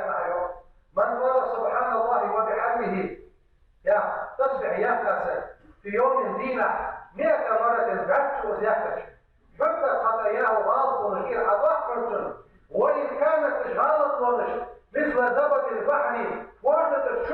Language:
Ingush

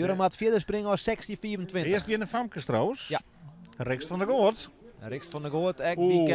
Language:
Western Frisian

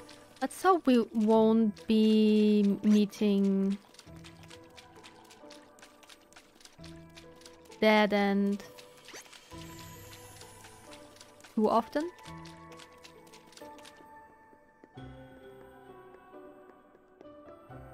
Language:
English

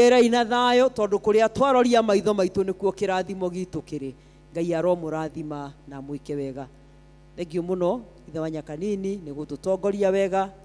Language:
Kikuyu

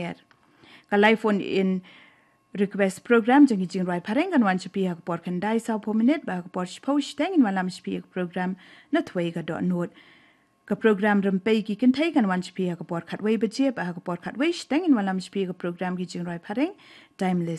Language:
Khasi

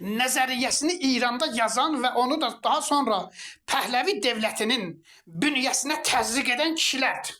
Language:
Azerbaijani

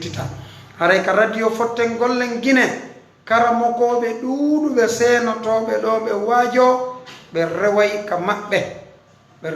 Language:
Fula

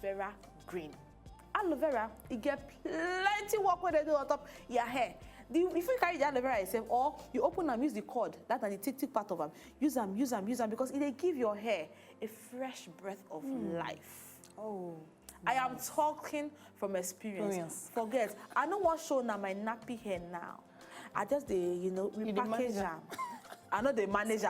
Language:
Nigerian Pidgin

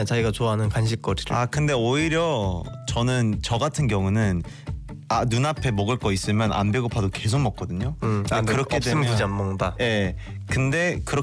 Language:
Korean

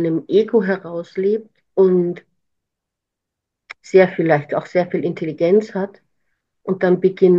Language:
German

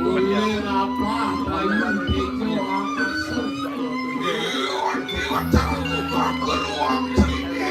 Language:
Balinese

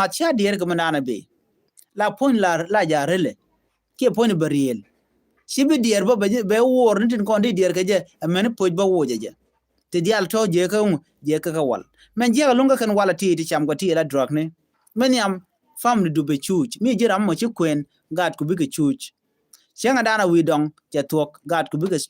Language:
Nuer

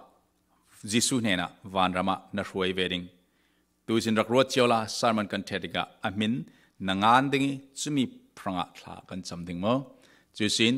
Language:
Falam Chin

